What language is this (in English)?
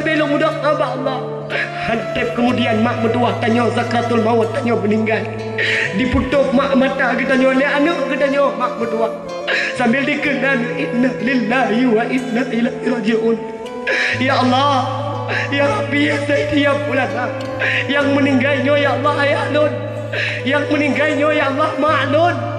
Achinese